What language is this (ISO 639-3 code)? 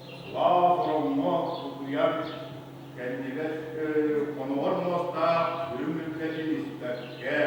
sah